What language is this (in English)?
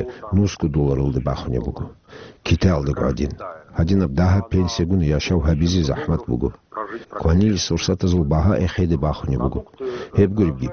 Avaric